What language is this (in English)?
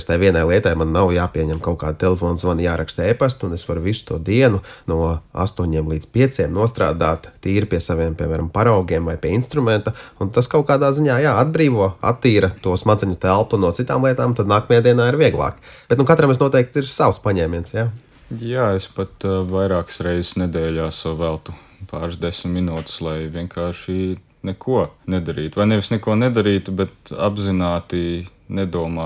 Latvian